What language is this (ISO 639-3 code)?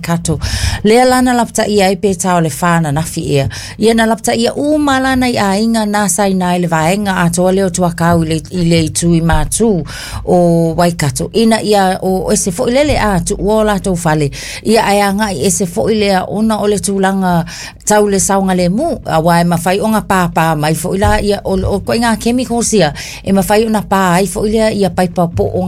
smo